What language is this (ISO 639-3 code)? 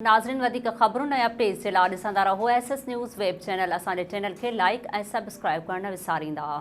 snd